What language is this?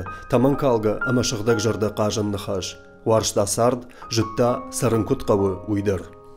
Ossetic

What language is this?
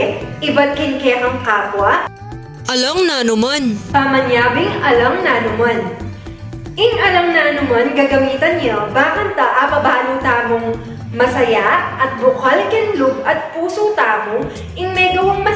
Pampanga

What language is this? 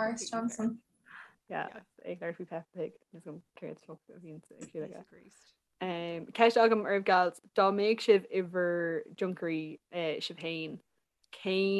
Irish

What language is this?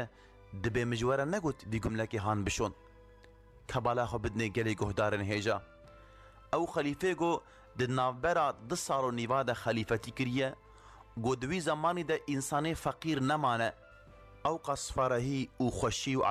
Kurdish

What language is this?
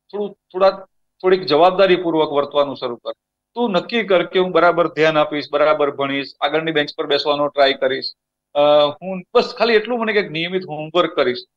Gujarati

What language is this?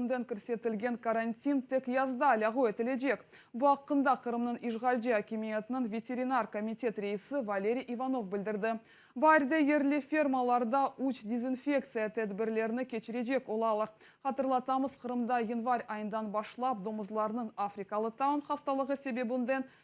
Crimean Tatar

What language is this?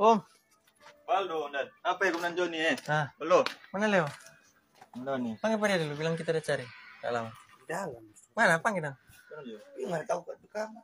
Manado Malay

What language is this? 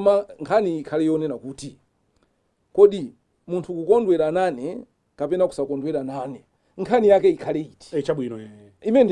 Nyanja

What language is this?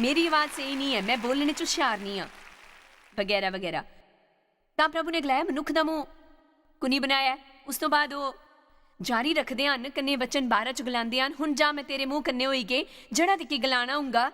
Dogri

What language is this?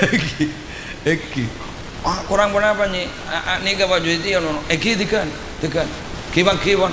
Madurese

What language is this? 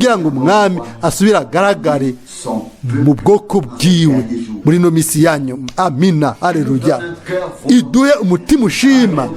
Rundi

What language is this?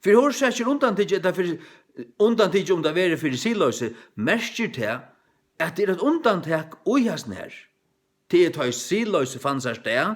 Faroese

